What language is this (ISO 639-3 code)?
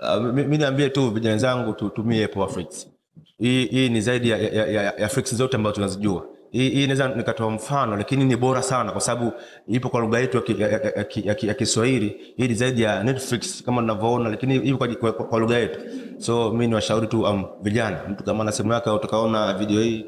swa